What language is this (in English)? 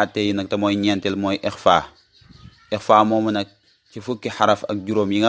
Wolof